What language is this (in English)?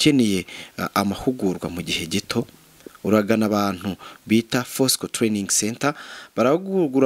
Kinyarwanda